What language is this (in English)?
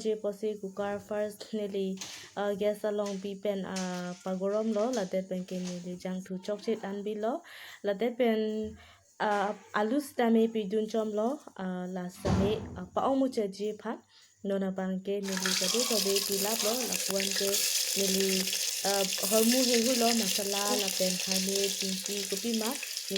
Karbi